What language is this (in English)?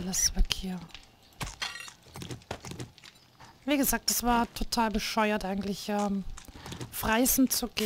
German